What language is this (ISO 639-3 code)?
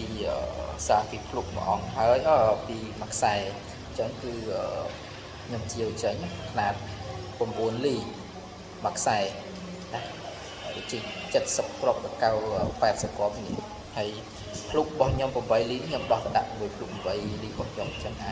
khm